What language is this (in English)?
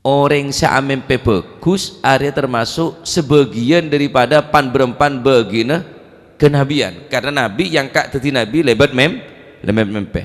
Madurese